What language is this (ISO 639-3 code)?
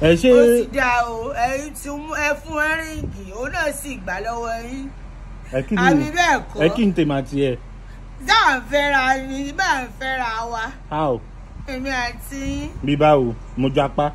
yor